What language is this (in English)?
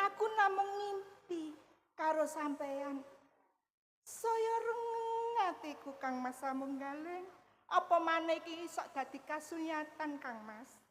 Javanese